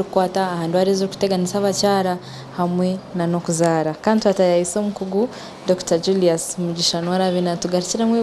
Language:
Nyankole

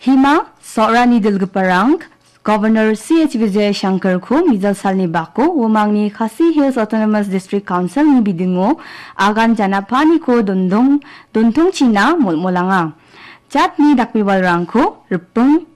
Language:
Garo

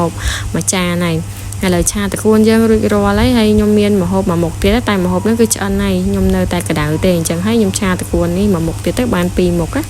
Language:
Khmer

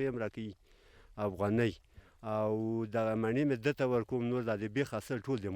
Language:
Pashto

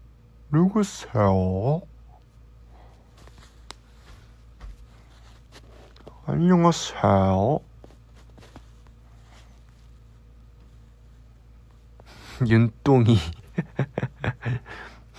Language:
Korean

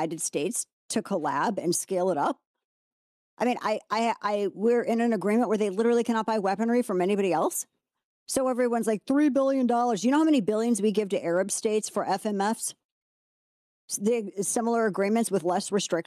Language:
English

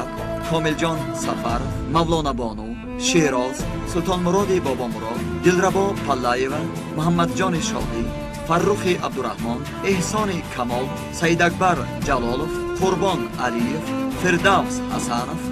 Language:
Tajik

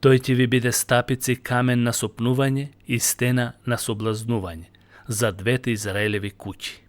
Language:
Macedonian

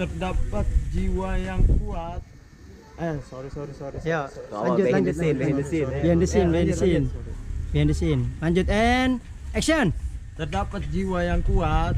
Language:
Betawi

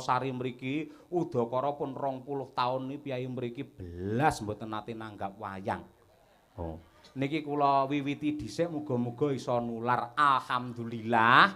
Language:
Javanese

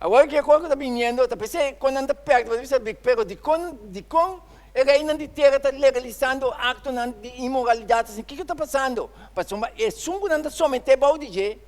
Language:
Papiamento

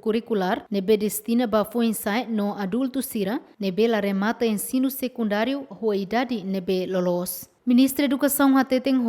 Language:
Tetum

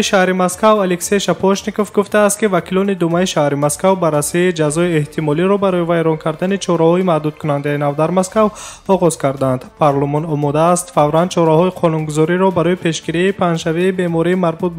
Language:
Tajik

